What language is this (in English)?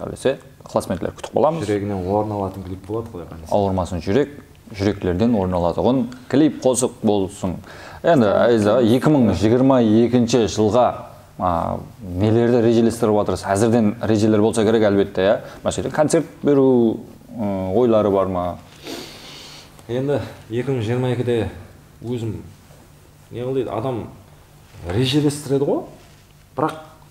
Kara-Kalpak